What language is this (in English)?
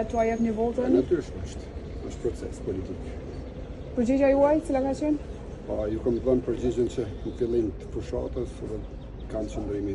Albanian